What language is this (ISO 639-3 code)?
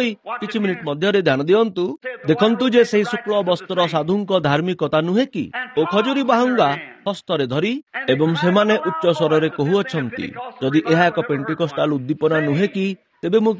ori